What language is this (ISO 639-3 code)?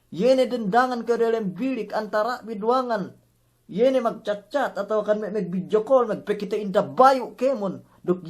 yka